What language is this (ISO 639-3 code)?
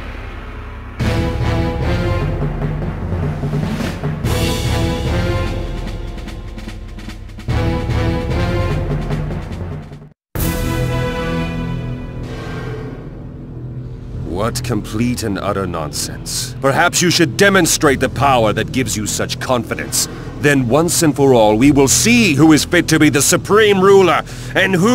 eng